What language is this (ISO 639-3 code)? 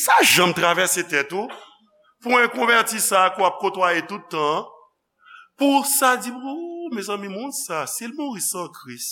hat